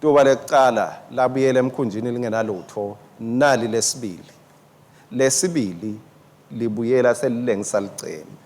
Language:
Swati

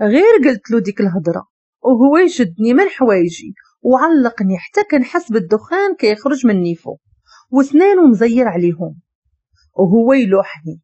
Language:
Moroccan Arabic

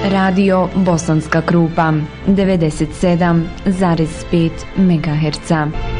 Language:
Bosnian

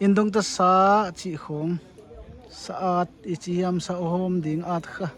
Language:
Paite Chin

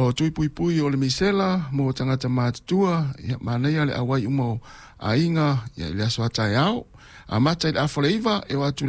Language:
Samoan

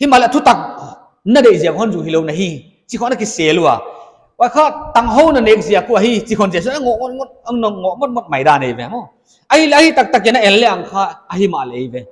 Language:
Paite Chin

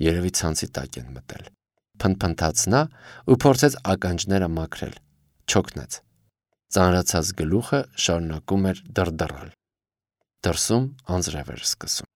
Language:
Armenian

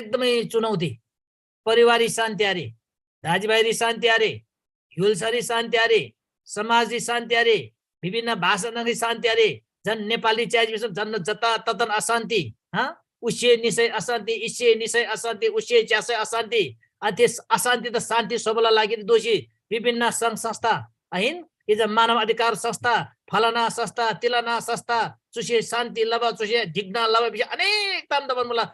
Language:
Eastern Tamang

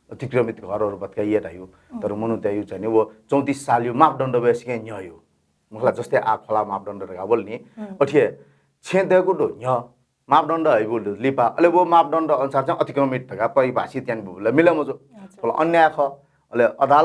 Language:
Newari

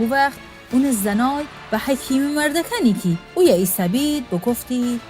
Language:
Gilaki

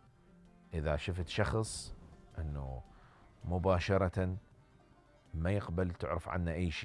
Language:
Mesopotamian Arabic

